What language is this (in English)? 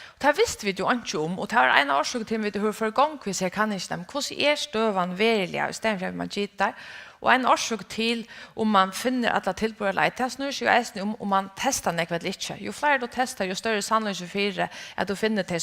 Faroese